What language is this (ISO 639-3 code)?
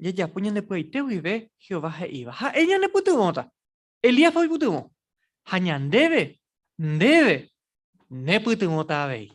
grn